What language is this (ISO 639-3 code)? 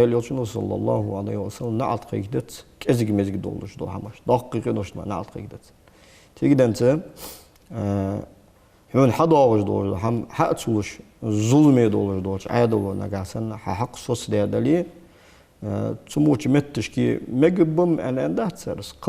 inh